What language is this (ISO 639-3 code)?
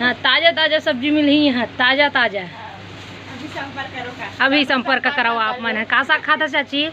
hne